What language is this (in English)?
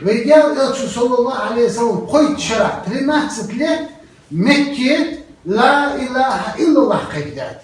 Chechen